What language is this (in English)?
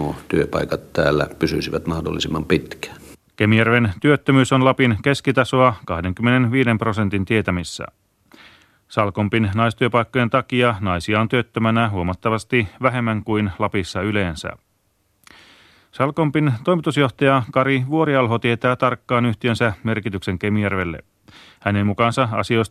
Finnish